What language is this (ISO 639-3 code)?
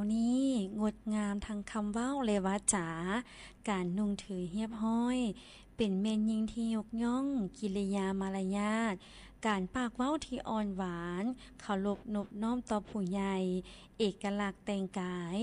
lao